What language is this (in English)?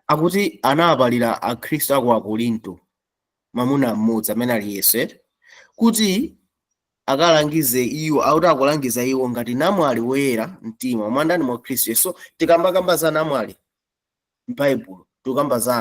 Nyanja